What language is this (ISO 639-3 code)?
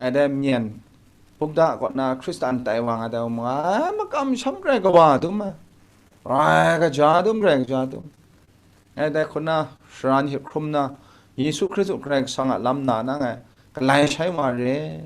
kac